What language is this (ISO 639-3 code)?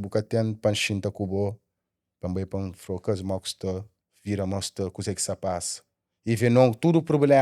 kea